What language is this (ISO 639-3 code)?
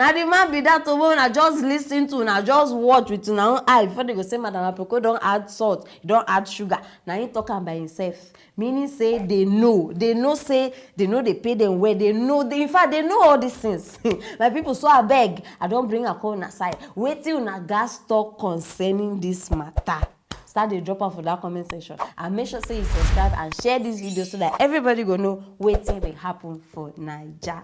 pcm